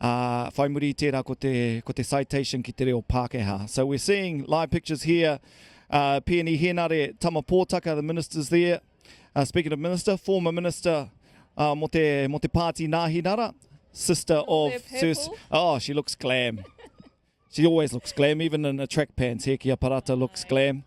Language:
Māori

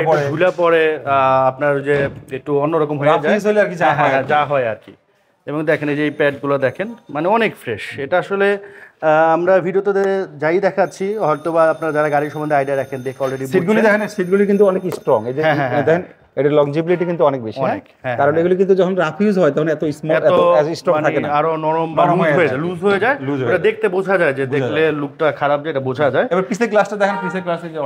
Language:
Bangla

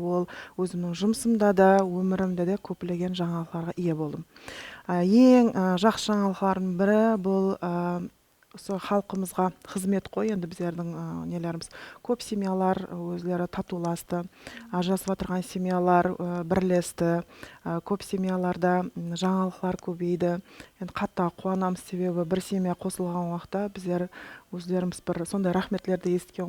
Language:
Kara-Kalpak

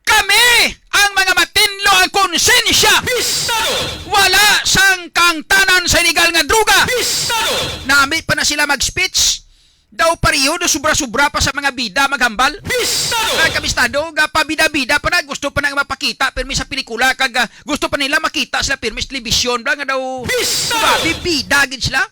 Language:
Hiligaynon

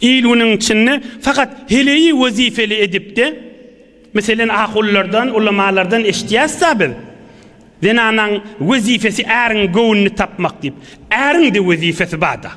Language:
Turkmen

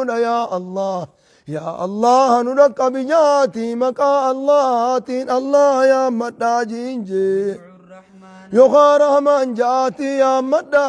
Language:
Oromo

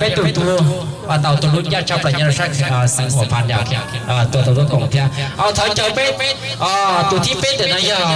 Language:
Hmong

